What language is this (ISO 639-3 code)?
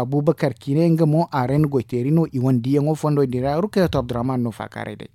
dje